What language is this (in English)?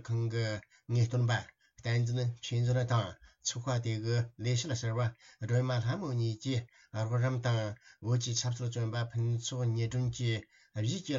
Tibetan